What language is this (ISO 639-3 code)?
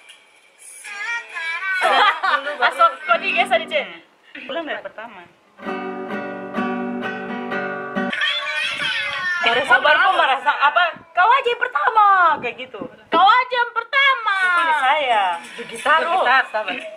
ind